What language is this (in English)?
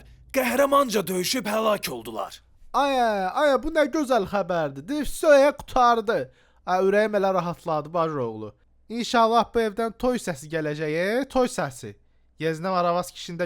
Azerbaijani